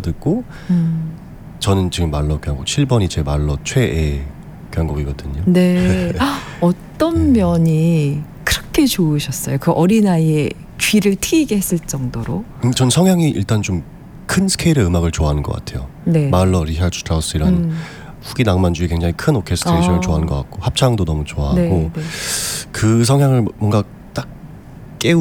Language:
Korean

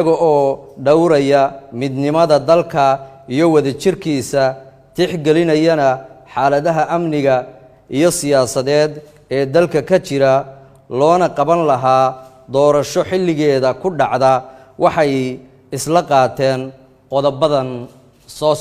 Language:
Somali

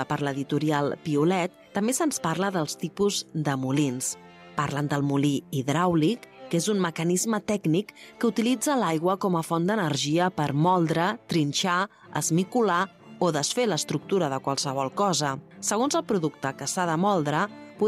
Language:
Catalan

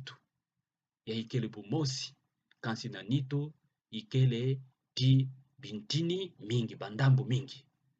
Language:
Kituba (Democratic Republic of Congo)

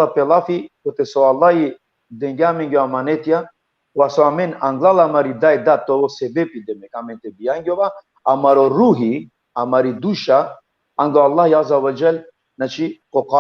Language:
Balkan Romani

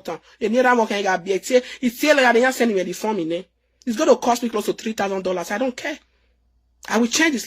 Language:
Nigerian Pidgin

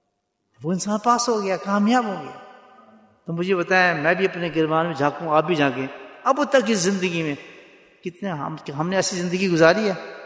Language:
Urdu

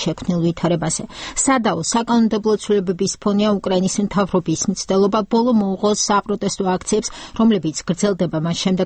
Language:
Georgian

